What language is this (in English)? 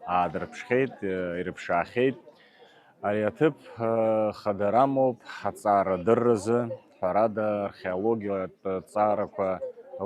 Abkhazian